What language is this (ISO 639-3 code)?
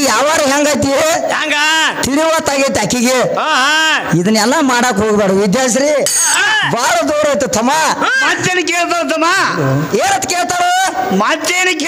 kan